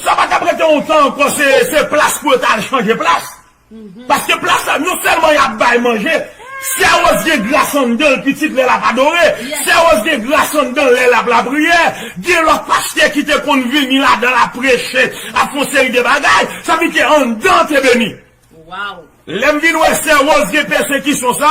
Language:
Haitian Creole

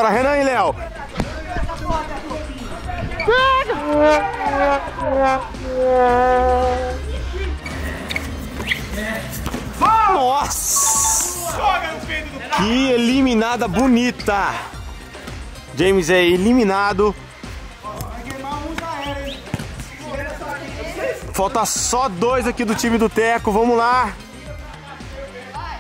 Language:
Portuguese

